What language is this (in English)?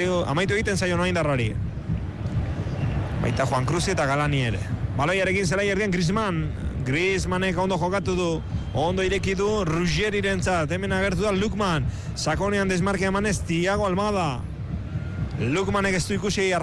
Basque